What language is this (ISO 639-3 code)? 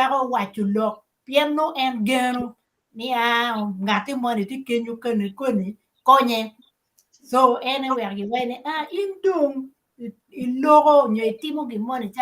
ach